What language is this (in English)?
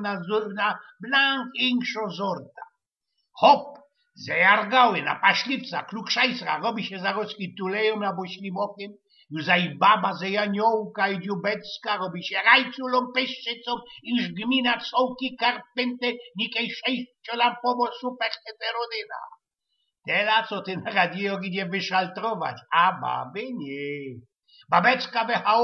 Silesian